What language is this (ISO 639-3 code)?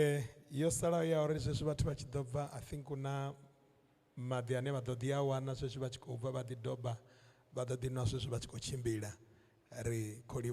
ven